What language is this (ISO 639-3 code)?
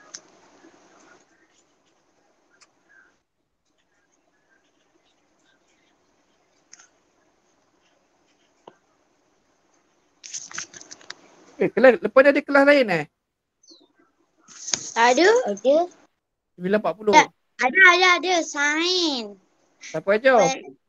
msa